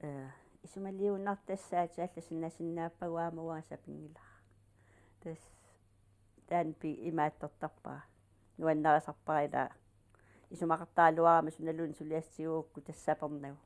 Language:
Kalaallisut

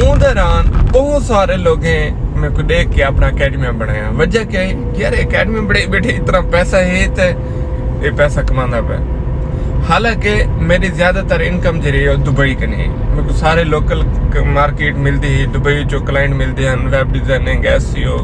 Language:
Saraiki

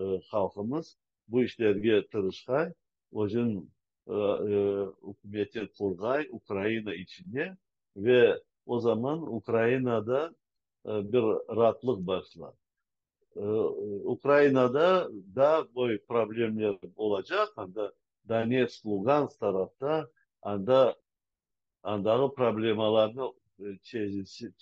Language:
Crimean Tatar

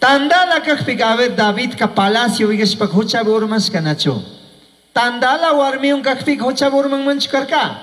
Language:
Chimborazo Highland Quichua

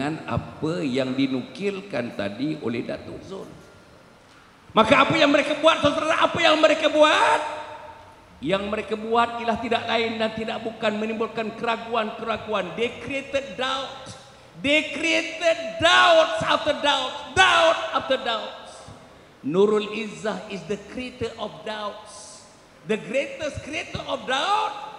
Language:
Malay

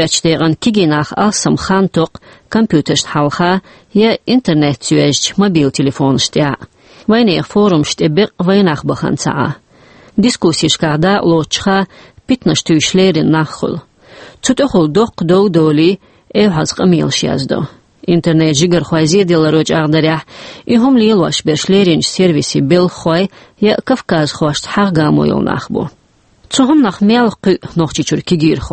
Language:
Chechen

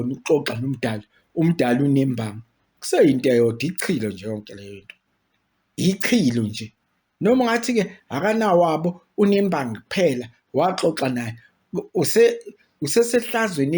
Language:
Zulu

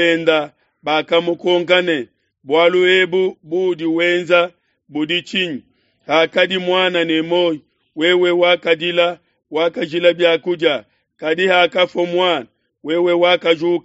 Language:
Luba-Lulua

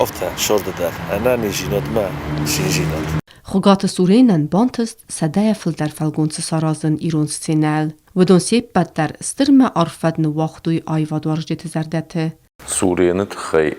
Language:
Ossetic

